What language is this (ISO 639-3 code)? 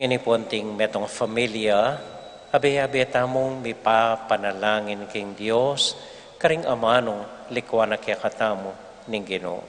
pam